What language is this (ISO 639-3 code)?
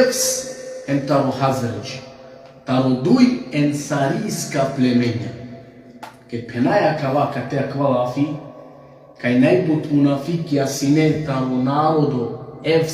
rmn